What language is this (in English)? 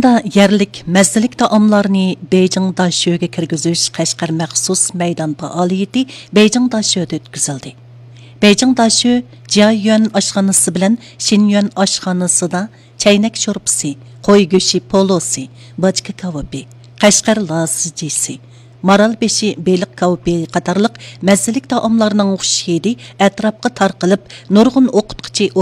Uyghur